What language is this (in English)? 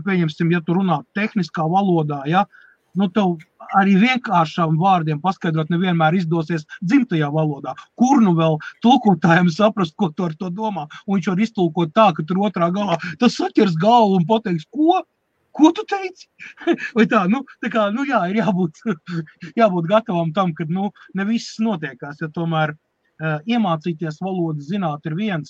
Latvian